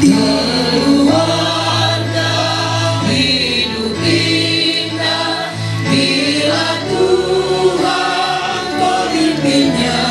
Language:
Ma'anyan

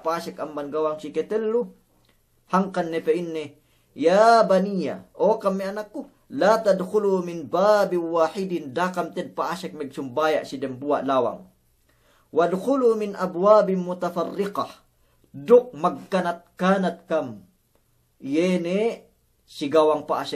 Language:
Yakan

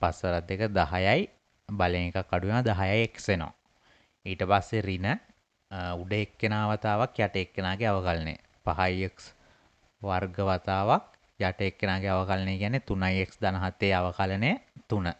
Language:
Sinhala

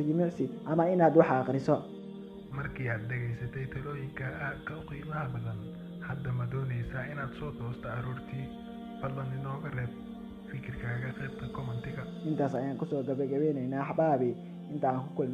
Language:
Somali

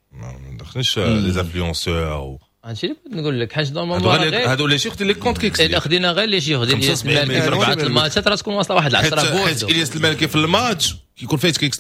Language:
Moroccan Arabic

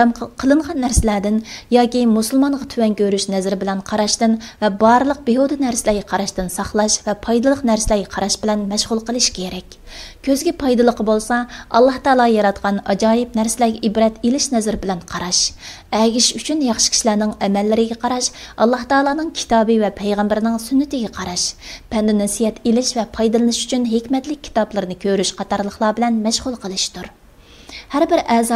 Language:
Uyghur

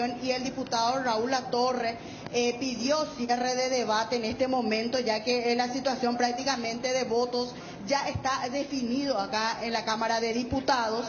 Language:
Spanish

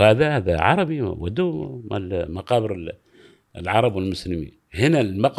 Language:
Gulf Arabic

